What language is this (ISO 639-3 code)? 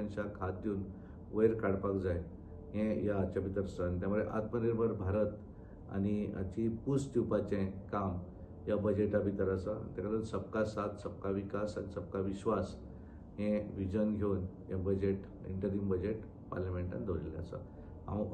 kok